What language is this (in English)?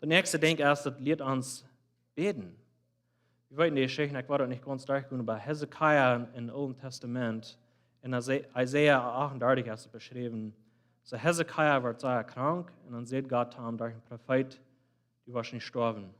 Plautdietsch